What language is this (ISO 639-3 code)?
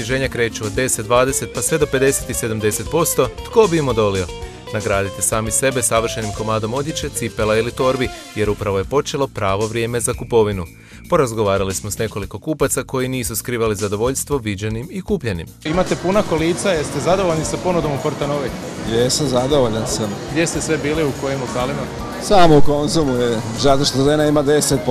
hrv